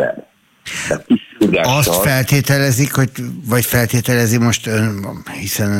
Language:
Hungarian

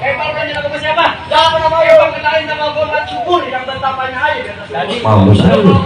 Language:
Betawi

